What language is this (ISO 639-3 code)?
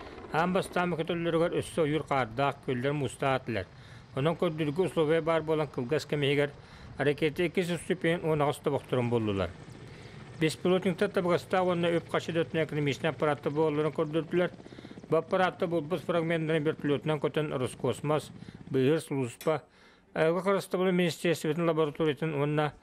sah